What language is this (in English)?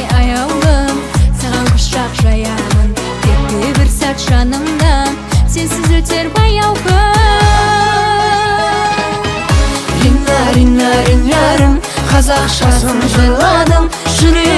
Kazakh